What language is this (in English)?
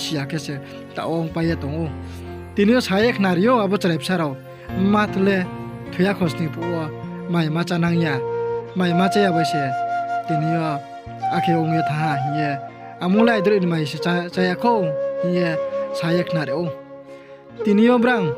Riang (India)